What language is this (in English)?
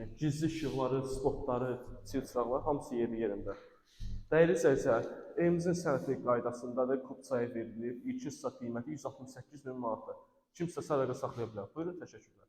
Azerbaijani